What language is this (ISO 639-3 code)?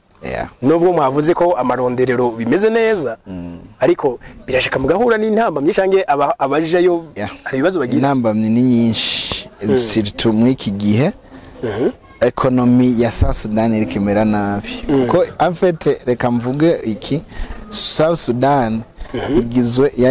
run